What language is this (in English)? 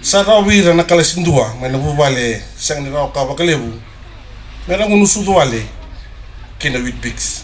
Fijian